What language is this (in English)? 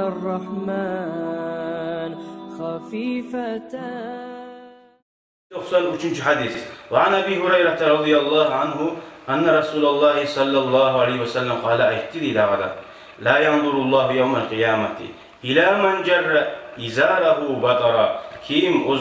Kumyk